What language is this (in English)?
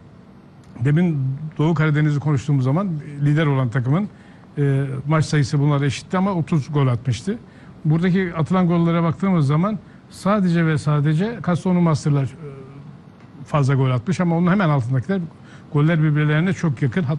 Turkish